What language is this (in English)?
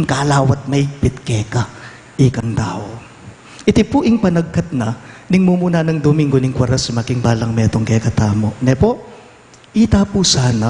Pampanga